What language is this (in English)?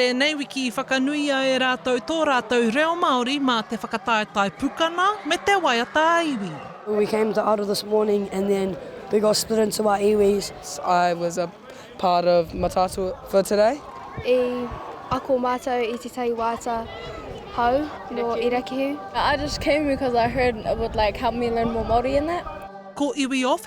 Māori